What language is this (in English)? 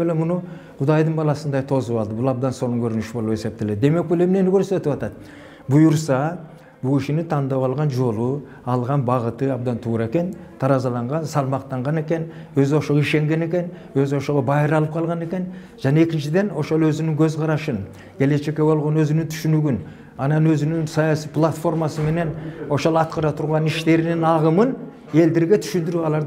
Kyrgyz